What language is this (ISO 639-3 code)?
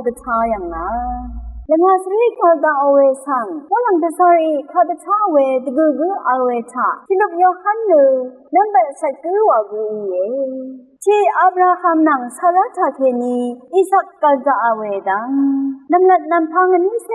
raw